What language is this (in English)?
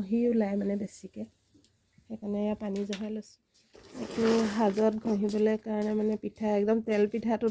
Assamese